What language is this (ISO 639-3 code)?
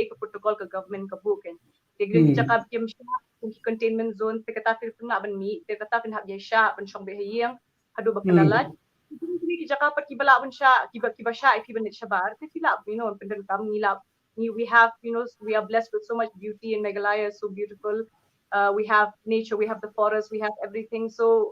kha